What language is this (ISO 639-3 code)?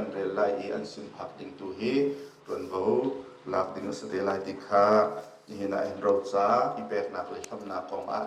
cnh